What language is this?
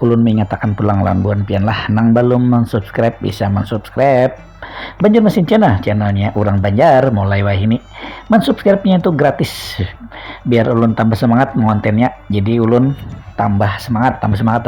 Banjar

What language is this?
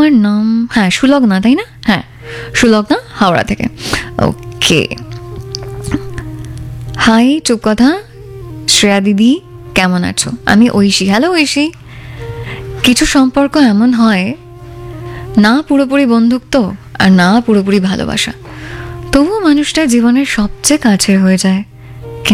Bangla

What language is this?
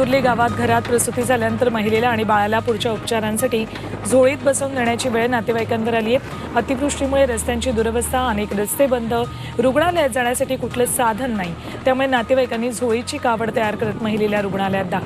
Marathi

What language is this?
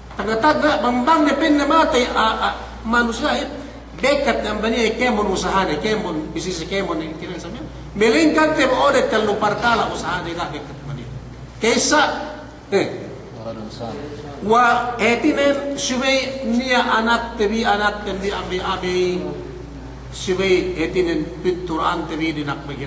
Yakan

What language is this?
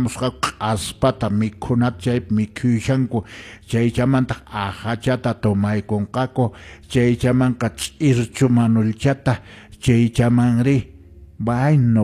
Quechua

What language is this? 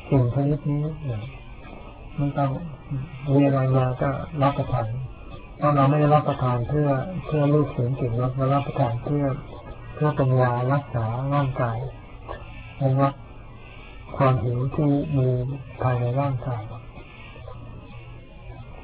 Thai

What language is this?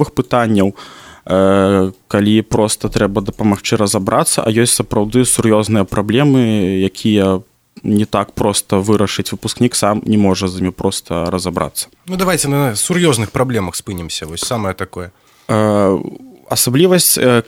Belarusian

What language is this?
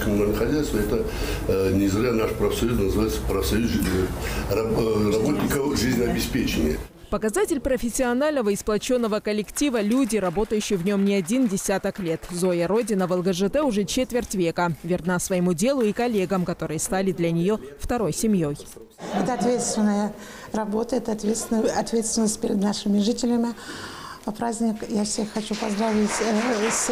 Russian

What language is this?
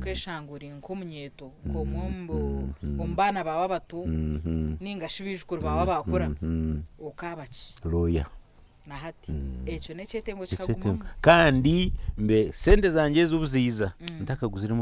Nyankole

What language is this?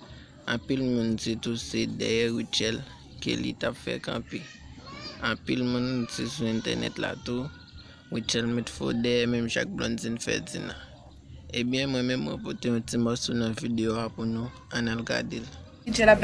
Haitian Creole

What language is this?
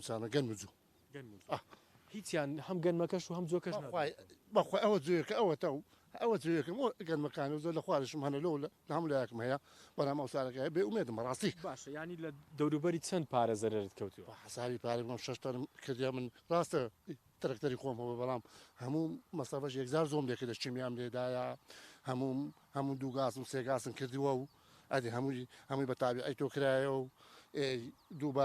Central Kurdish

